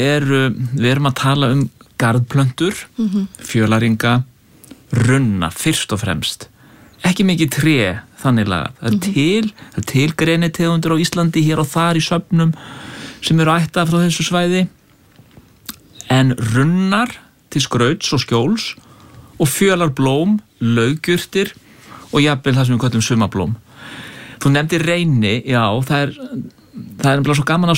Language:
Icelandic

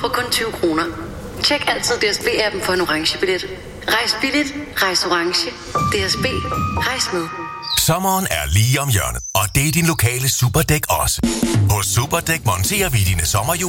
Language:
Danish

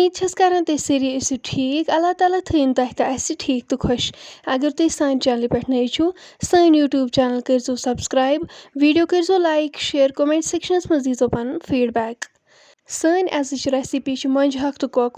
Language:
Kashmiri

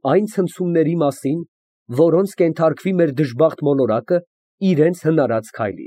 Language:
Armenian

